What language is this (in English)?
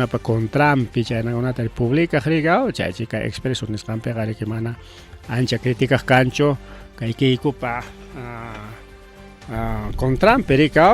Ayacucho Quechua